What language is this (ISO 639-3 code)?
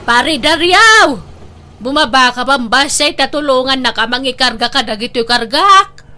ilo